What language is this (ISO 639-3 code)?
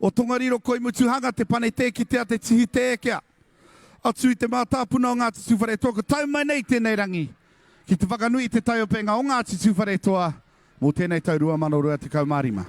mri